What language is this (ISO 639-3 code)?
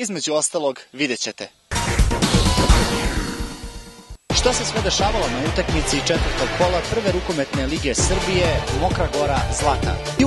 srp